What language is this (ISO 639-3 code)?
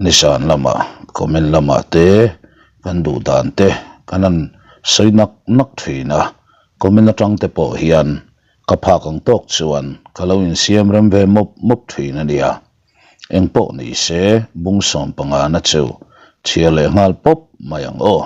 lus